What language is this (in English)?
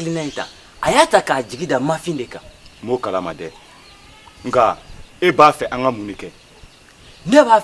Bambara